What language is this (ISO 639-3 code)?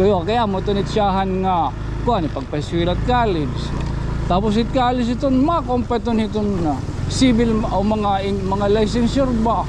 war